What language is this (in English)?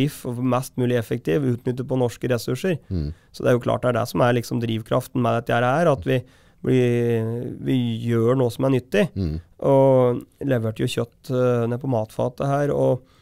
Norwegian